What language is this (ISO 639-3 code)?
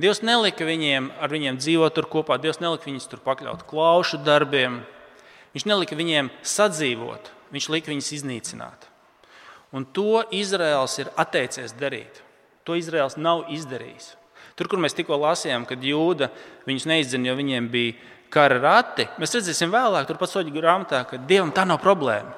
lav